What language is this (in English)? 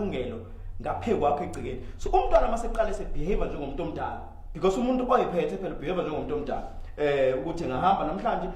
Zulu